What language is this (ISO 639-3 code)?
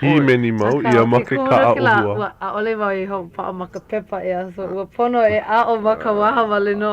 haw